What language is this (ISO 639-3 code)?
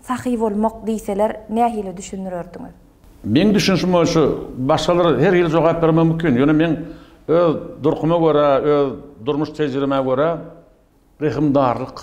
tuk